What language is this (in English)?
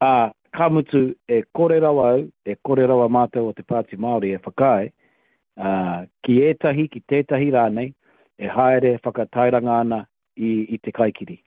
Māori